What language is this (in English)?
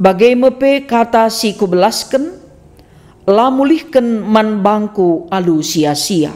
Batak Karo